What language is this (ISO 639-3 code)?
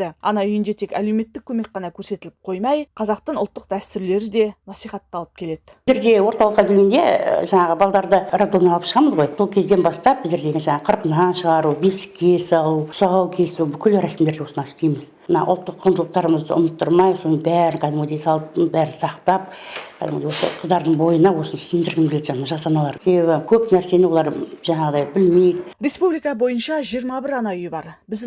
kaz